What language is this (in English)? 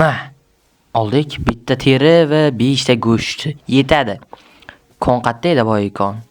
Uzbek